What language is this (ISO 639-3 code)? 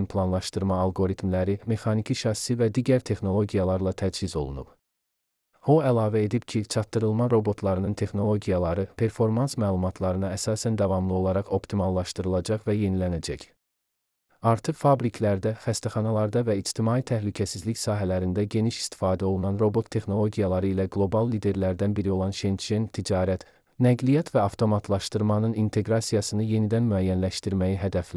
aze